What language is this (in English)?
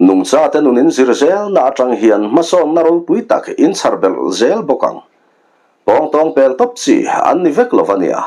Mizo